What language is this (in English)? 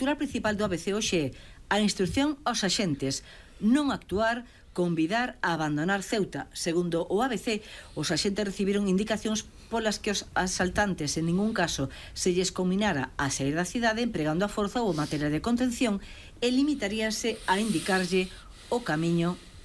Galician